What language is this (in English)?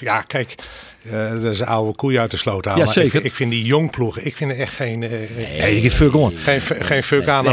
Western Frisian